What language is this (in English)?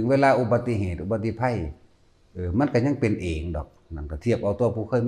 Lao